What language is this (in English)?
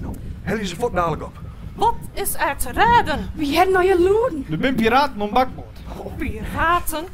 Western Frisian